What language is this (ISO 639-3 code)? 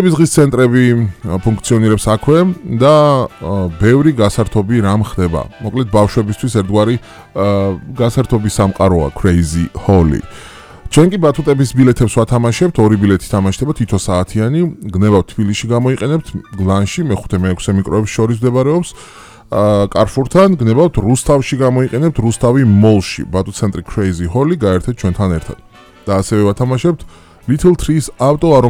kat